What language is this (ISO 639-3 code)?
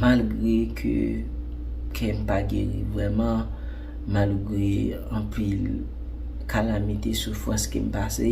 hat